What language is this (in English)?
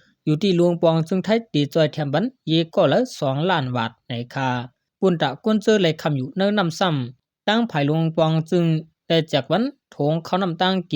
Shan